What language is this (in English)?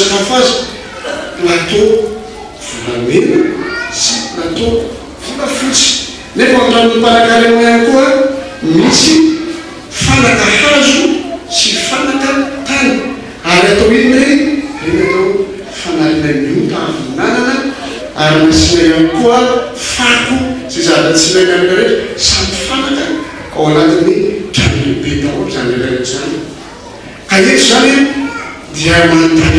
Malagasy